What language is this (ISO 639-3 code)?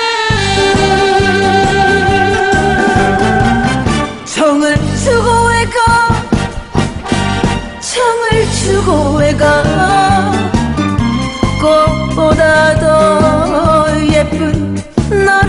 kor